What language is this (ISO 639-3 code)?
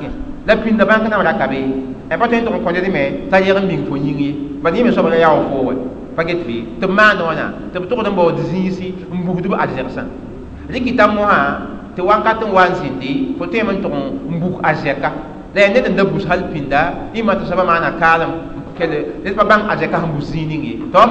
mos